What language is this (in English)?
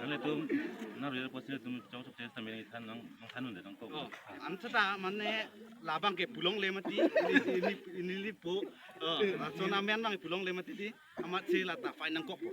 Karbi